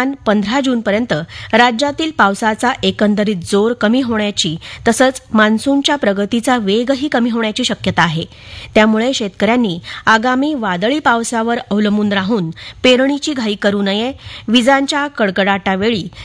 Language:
Marathi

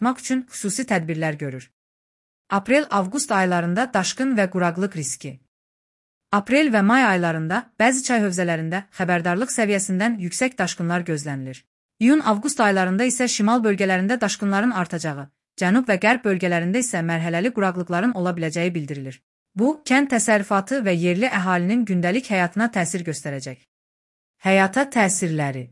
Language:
Azerbaijani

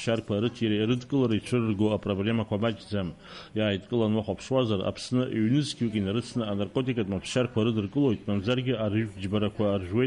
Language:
Abkhazian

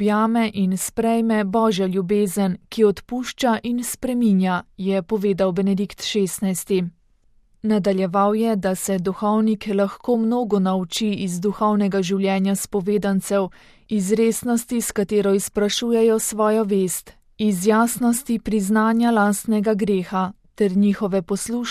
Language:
Slovenian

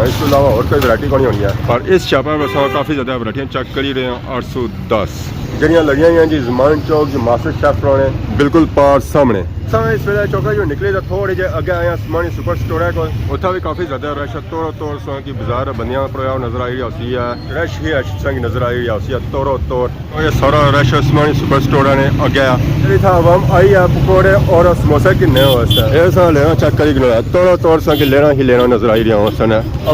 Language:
Pahari-Potwari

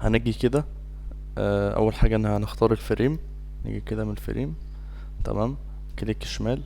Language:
Egyptian Arabic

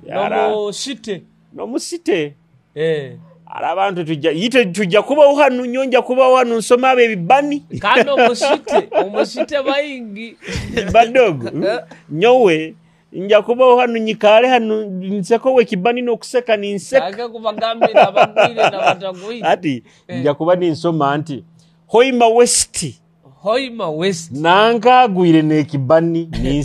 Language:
Nyoro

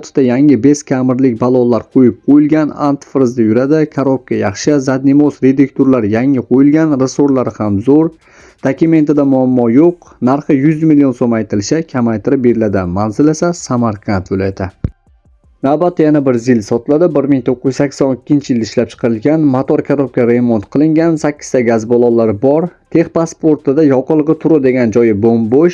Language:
Uzbek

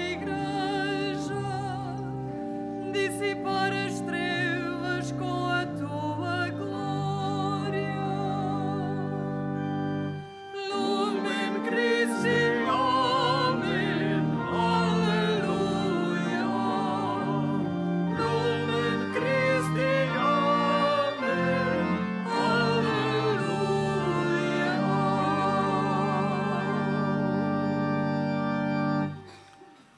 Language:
Portuguese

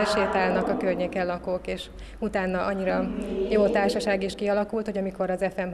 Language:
Hungarian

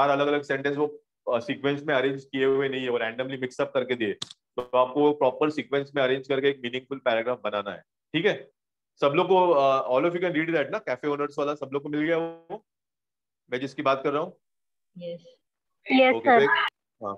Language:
Hindi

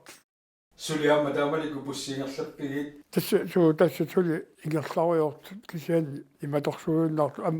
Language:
Kalaallisut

